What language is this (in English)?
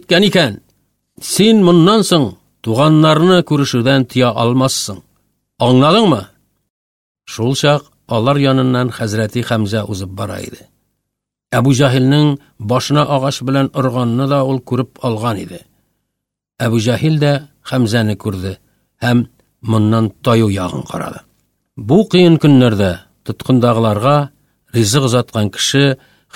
Tatar